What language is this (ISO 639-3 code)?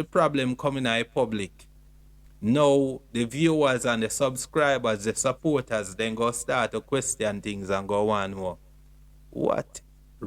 jam